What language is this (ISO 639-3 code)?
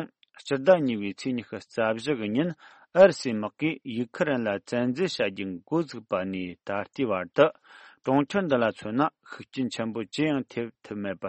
bod